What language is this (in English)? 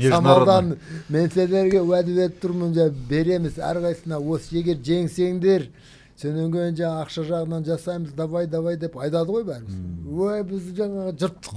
Kazakh